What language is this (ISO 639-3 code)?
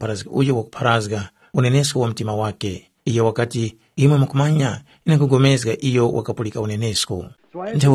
tum